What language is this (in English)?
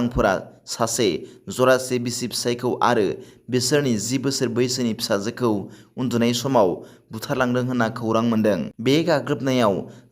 Bodo